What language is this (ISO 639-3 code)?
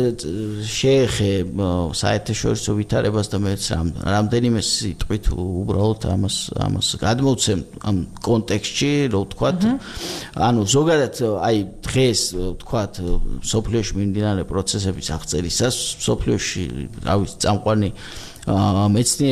kat